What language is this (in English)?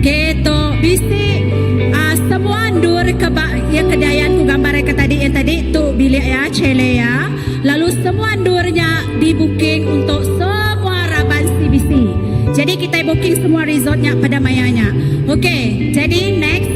Iban